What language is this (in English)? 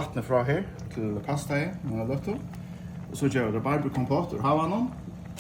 Faroese